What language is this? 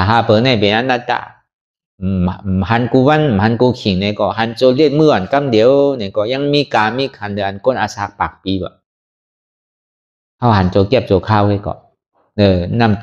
Shan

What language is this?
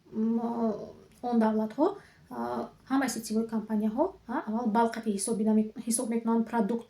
Tajik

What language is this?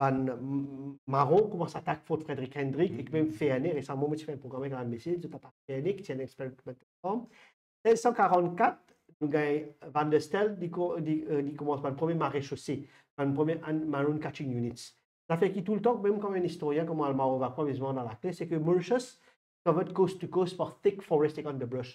Morisyen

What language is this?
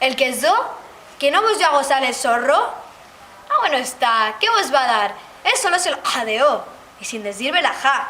Ladino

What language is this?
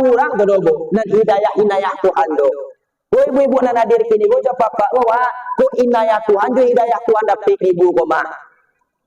Minangkabau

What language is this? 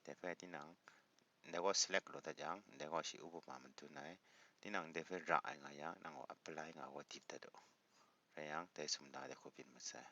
Kachin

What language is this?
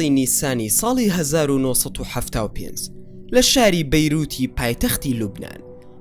Central Kurdish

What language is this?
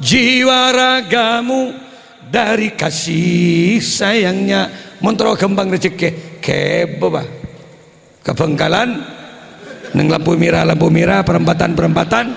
Madurese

